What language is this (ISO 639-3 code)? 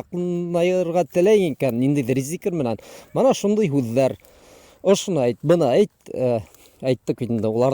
bak